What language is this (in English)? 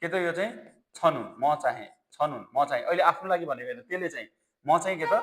Nepali